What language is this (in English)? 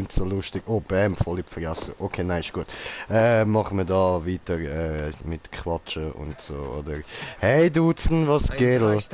Swiss German